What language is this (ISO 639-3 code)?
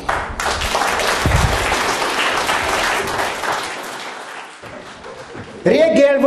hun